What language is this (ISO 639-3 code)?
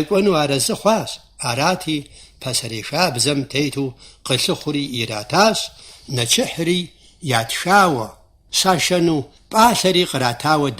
kbd